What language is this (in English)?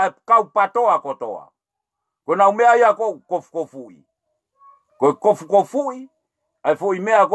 Tongan